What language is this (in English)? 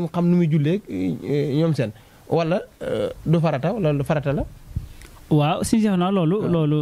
Wolof